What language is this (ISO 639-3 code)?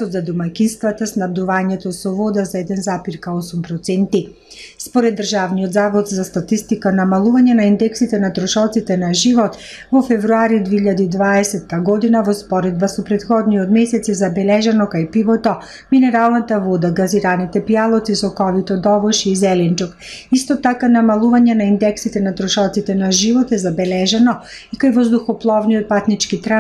mkd